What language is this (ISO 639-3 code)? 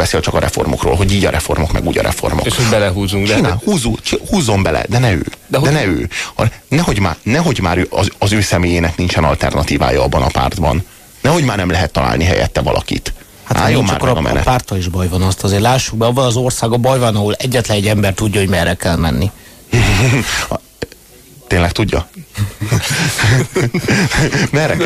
hun